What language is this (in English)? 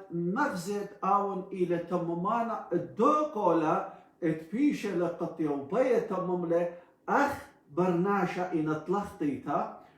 Assyrian Neo-Aramaic